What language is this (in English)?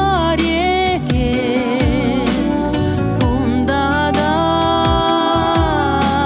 Kazakh